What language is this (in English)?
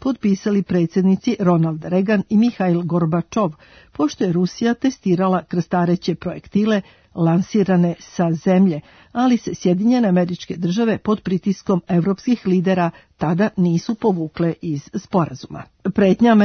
Serbian